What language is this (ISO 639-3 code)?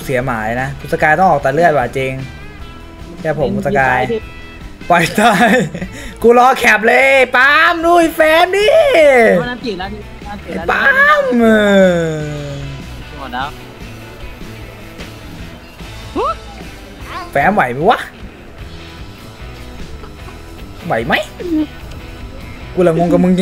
tha